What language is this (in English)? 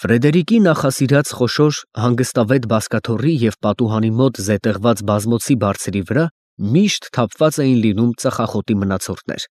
Armenian